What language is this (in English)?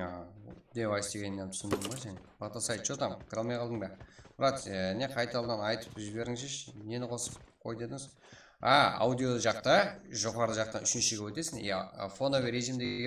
Kara-Kalpak